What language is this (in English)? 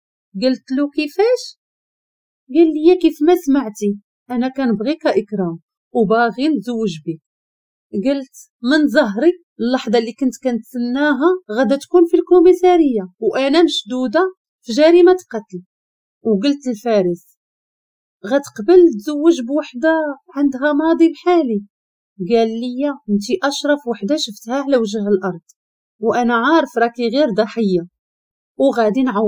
Moroccan Arabic